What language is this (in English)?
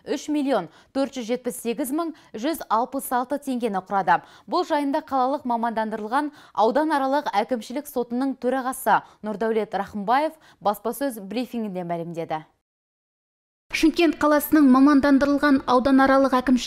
Kazakh